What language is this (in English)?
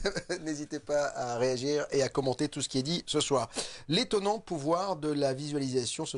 French